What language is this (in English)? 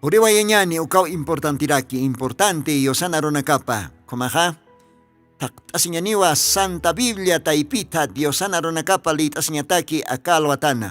Aymara